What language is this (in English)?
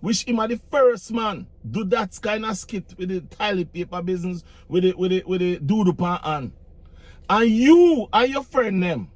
Jamaican Creole English